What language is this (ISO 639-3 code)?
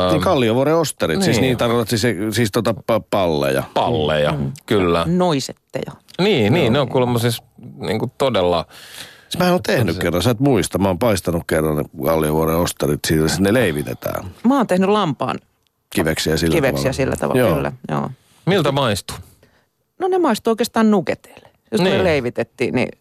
fin